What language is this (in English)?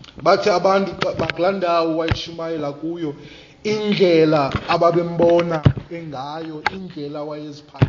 Xhosa